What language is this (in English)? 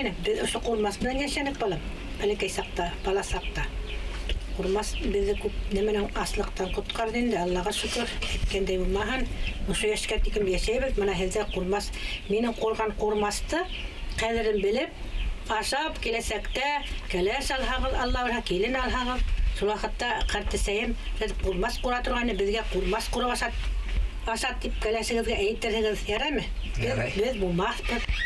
Bashkir